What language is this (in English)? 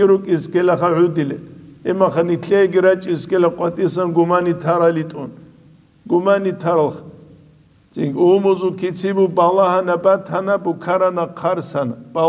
Avaric